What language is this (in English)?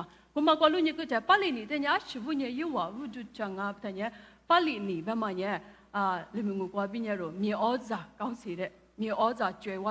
Lisu